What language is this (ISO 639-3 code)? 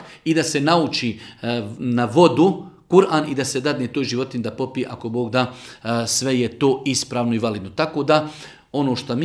bos